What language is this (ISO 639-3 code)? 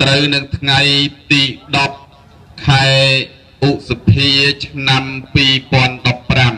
khm